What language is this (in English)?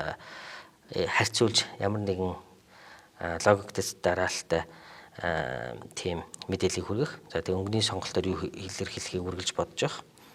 Mongolian